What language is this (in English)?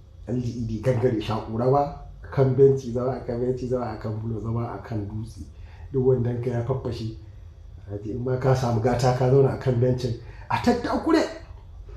Hausa